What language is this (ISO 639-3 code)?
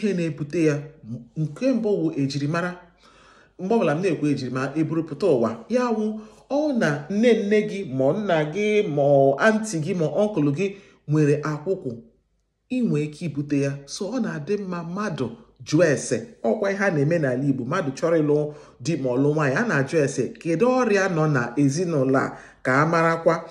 ibo